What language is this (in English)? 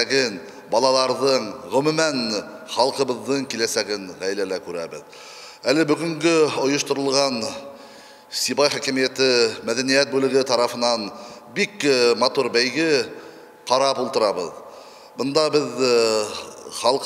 Bashkir